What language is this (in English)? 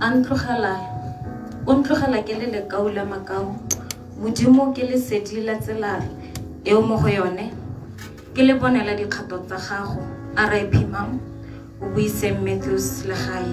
Tswana